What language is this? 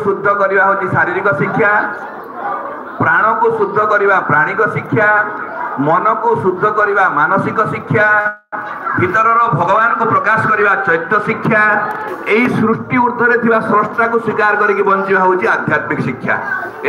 Odia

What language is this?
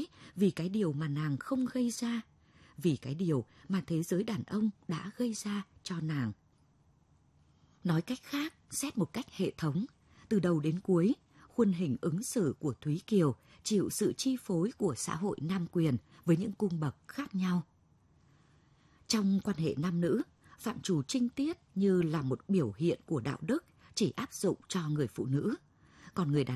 Vietnamese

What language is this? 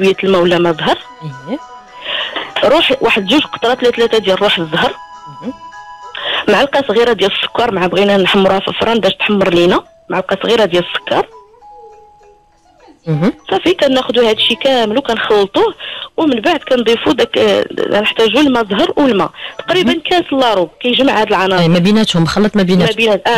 Moroccan Arabic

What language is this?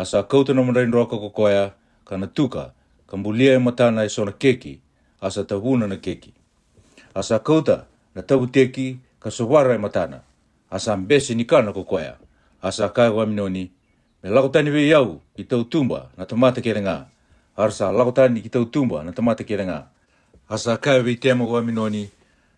Fijian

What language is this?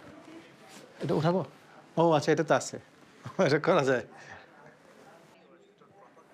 Bangla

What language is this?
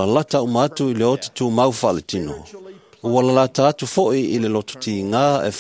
Samoan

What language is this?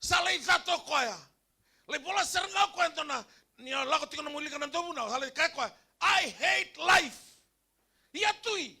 Fijian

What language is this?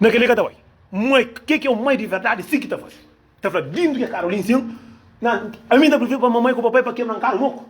Kabuverdianu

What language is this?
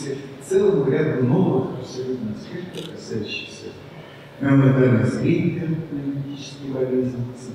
Russian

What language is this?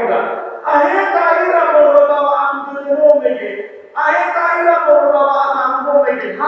Nias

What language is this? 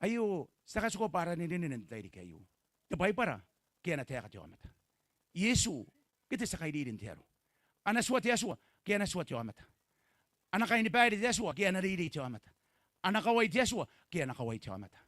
Gilbertese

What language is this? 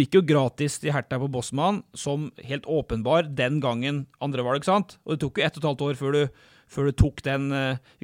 Norwegian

